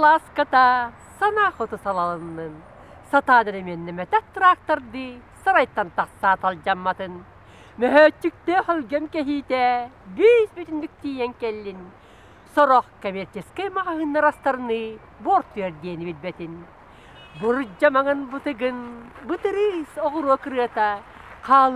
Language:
Yakut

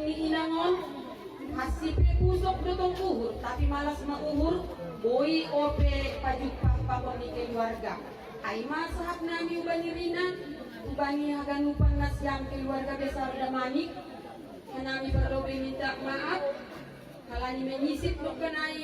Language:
Batak Simalungun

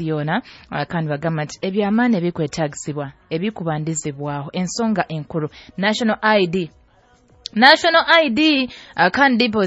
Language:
Nyankole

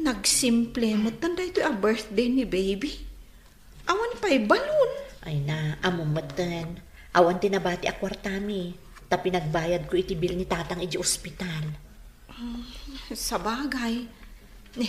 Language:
Iloko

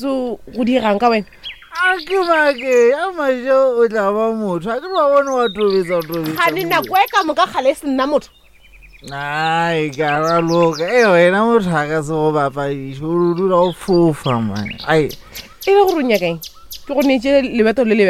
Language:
Northern Sotho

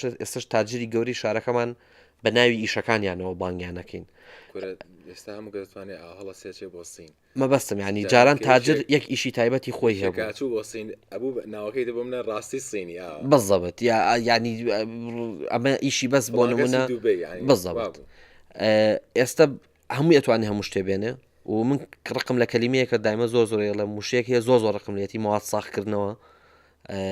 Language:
Central Kurdish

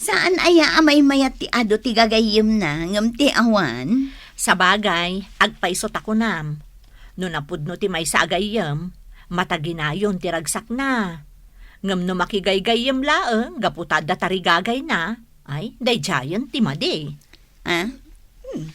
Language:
Iloko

